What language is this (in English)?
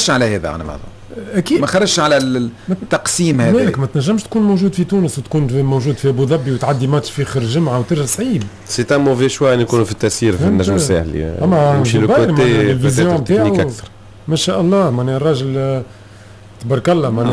Tunisian Arabic